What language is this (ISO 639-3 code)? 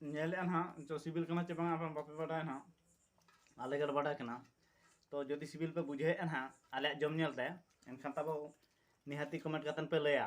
sat